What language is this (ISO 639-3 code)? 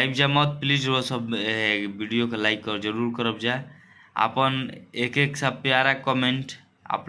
bho